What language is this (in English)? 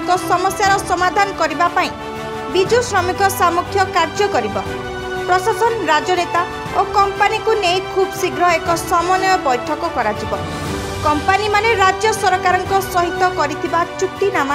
Odia